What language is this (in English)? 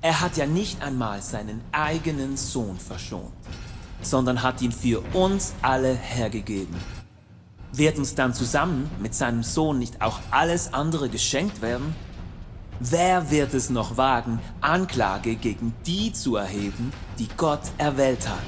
Swiss German